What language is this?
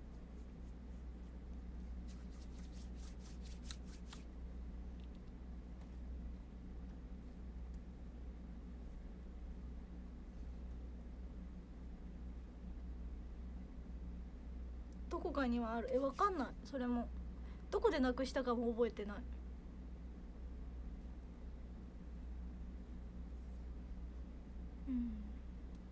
Japanese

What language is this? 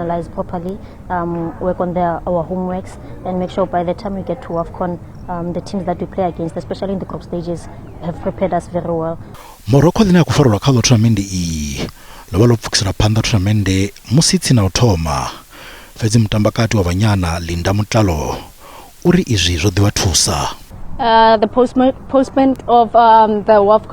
Venda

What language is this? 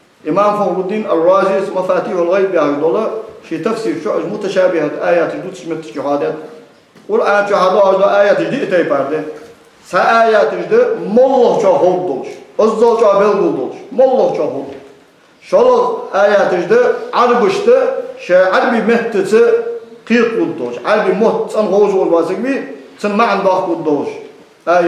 Ingush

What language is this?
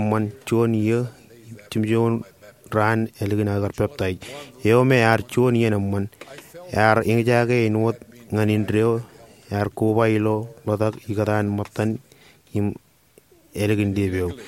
Marshallese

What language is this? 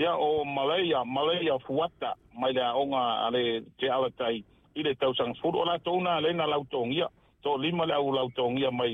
Samoan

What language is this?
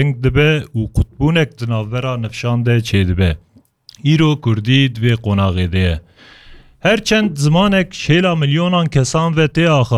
Kurdish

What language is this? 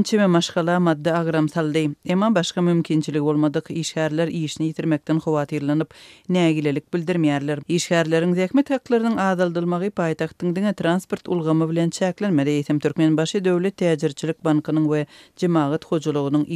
Turkmen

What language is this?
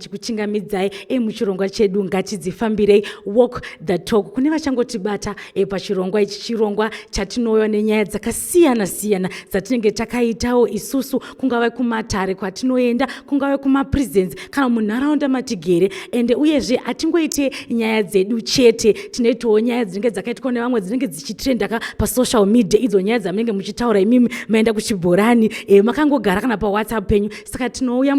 Shona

